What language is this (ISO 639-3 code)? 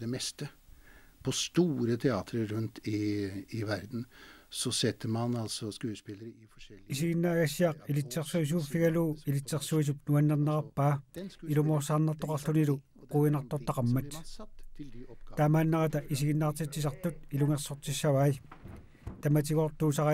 kal